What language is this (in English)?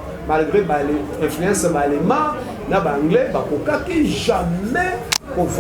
Lingala